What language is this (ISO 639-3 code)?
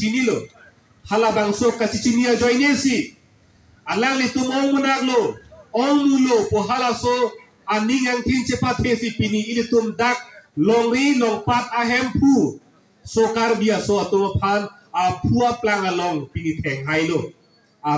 mjw